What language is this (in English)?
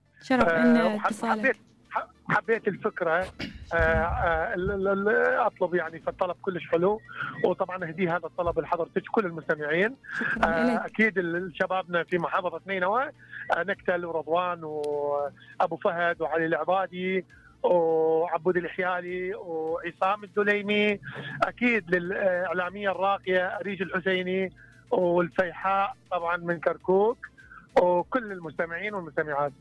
Mesopotamian Arabic